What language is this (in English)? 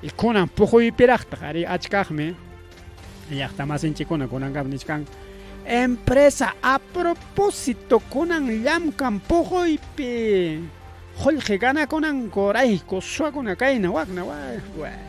Ayacucho Quechua